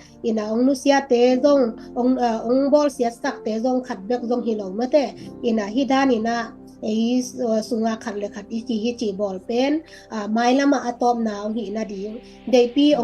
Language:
Tedim Chin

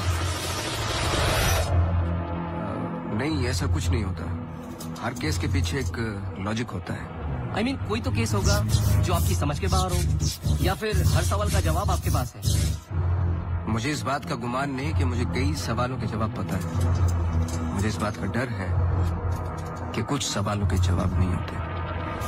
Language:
Hindi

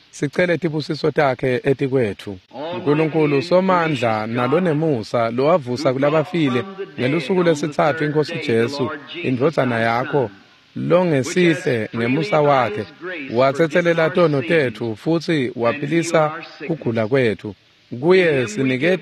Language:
Swati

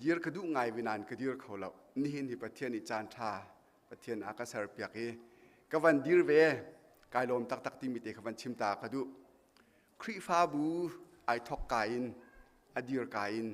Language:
Hakha Chin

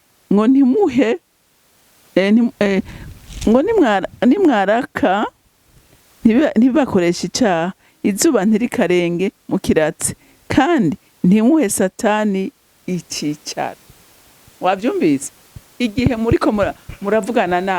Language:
Rundi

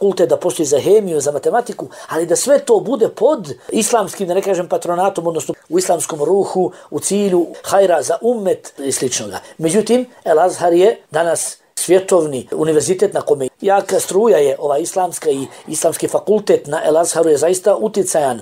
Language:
Bosnian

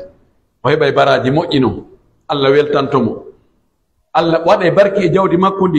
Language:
Pular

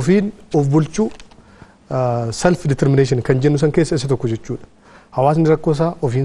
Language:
Oromo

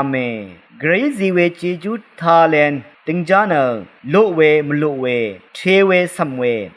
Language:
Rawang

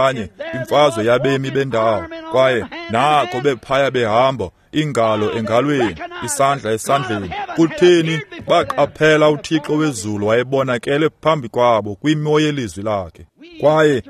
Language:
Xhosa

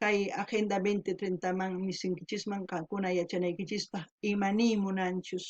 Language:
South Bolivian Quechua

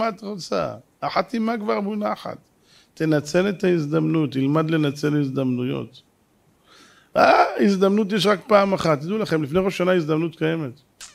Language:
Hebrew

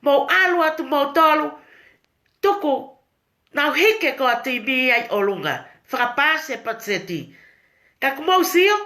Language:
Tongan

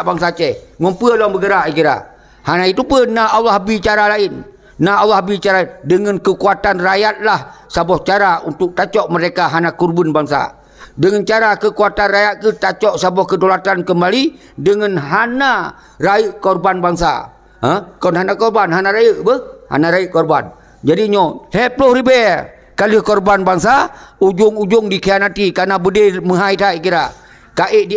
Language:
Achinese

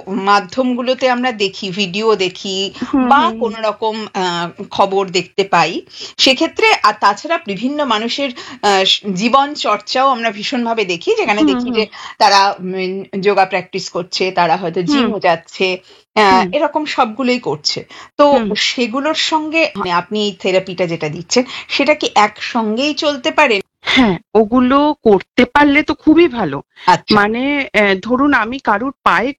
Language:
Bangla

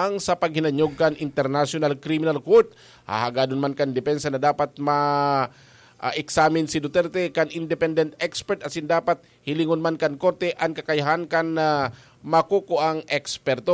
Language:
Bikol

